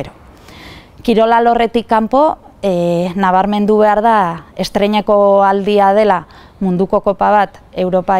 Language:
Basque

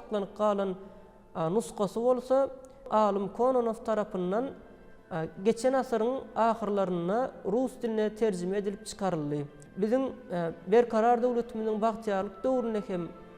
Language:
Turkmen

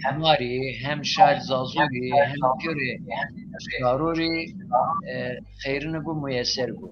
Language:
Zaza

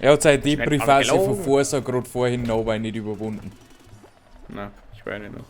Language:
Bavarian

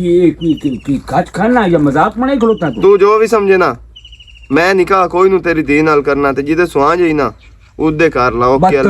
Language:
Western Panjabi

